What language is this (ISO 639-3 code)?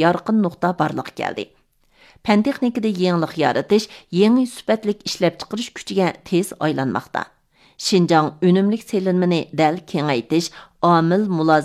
uig